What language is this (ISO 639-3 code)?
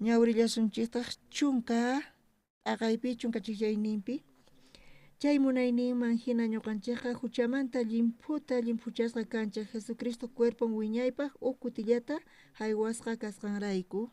quh